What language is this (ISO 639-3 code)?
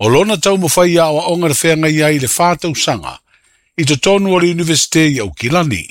smo